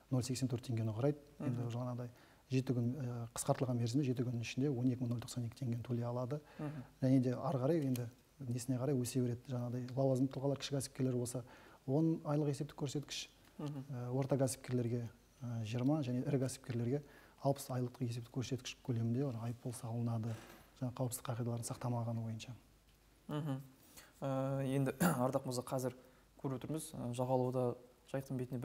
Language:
Kazakh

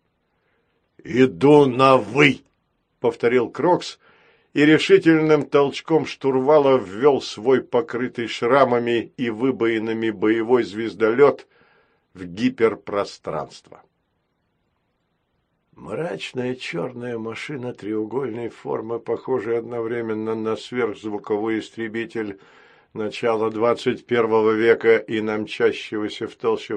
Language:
Russian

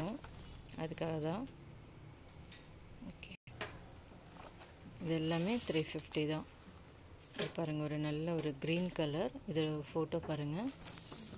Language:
Tamil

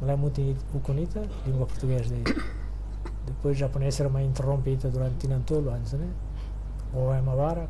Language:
Tetum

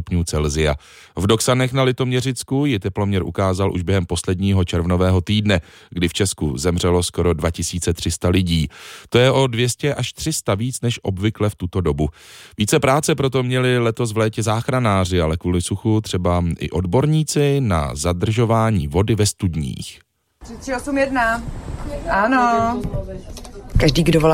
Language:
Czech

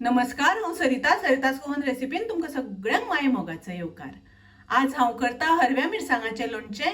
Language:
Konkani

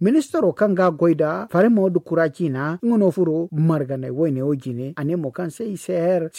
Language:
Zarma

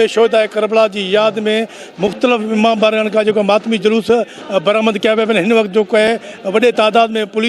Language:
Sindhi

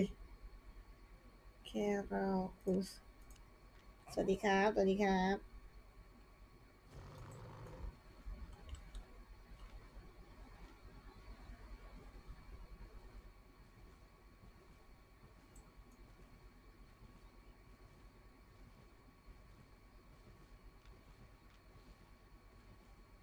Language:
Thai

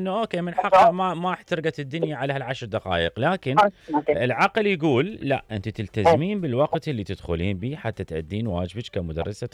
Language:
Mesopotamian Arabic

